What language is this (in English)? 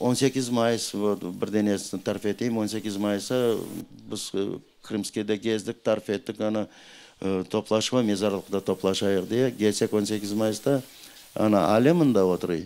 Crimean Tatar